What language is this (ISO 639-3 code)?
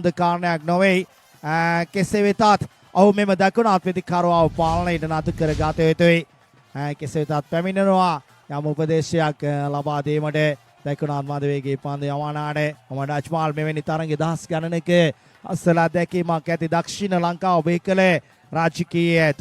sin